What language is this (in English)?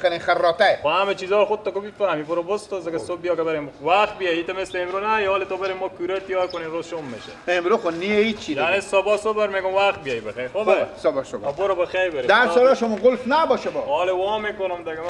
Persian